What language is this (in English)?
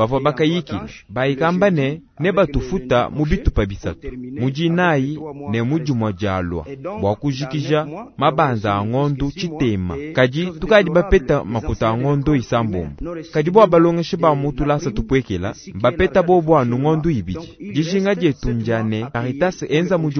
Luba-Lulua